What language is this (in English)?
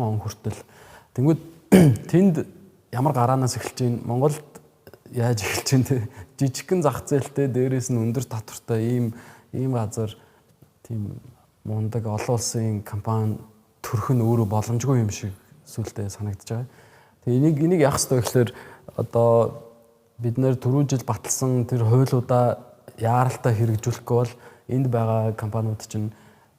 Mongolian